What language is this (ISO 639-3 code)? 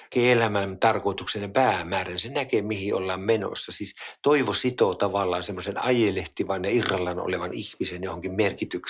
fin